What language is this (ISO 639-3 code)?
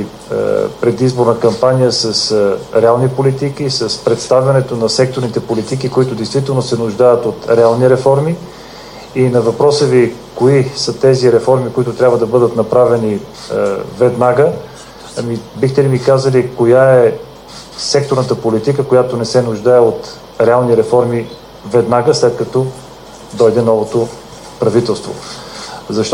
bul